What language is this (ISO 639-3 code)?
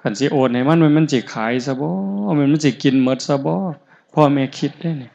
tts